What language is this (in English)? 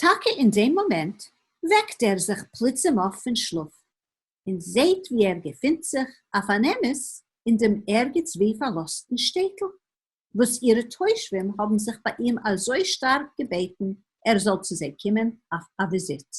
Yiddish